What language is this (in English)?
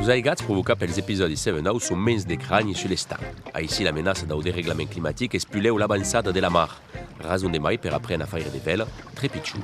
Occitan